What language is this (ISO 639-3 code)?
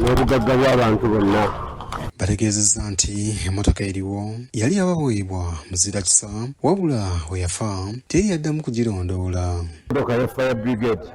lug